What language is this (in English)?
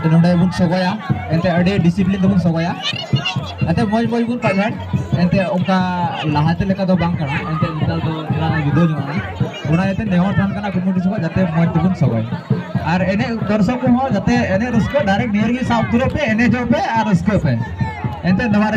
Santali